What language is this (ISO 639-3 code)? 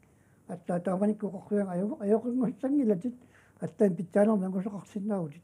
kal